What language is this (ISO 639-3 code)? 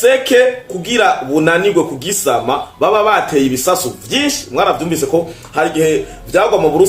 run